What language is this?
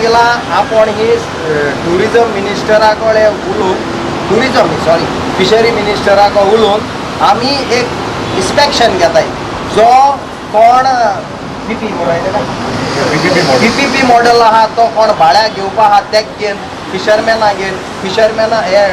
Konkani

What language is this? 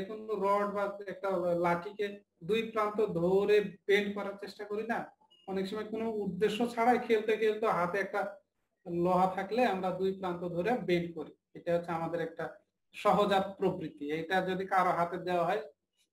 Bangla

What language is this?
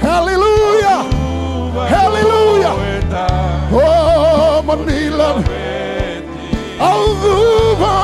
Fijian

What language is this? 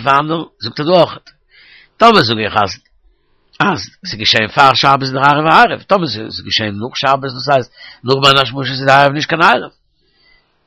Yiddish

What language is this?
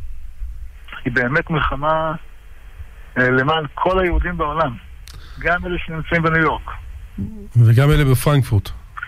Hebrew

